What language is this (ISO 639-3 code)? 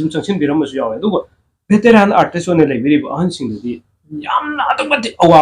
mni